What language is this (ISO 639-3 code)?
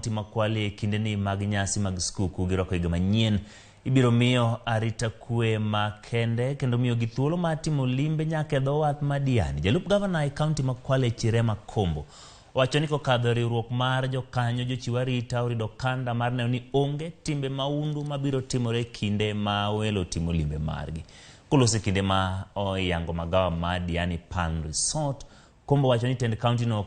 luo